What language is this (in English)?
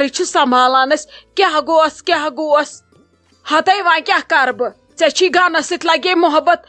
Kashmiri